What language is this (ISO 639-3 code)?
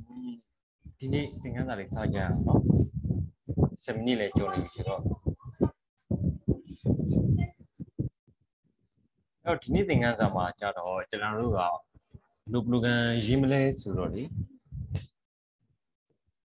mya